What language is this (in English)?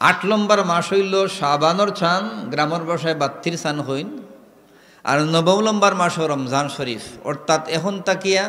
Sylheti